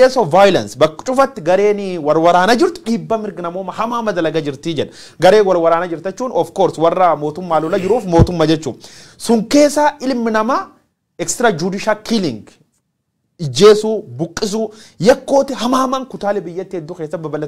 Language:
Oromo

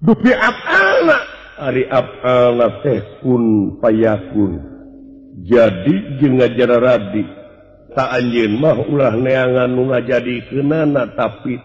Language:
Sundanese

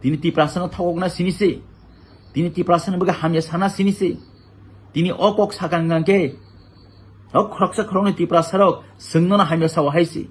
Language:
Kok Borok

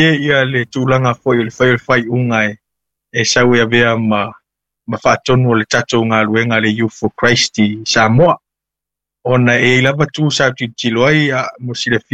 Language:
Samoan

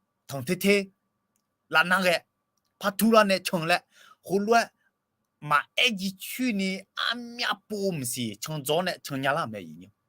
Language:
Akha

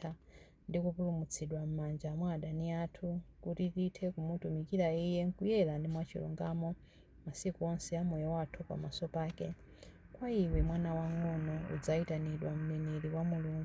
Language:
Nyanja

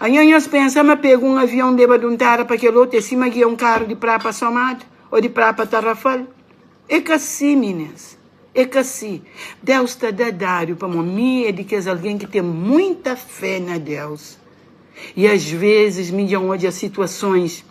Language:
Kabuverdianu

